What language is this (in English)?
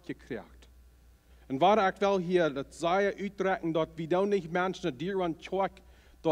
Plautdietsch